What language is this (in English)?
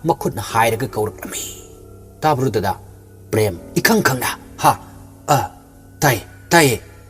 Manipuri